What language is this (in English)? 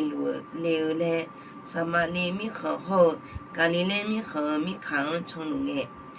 Akha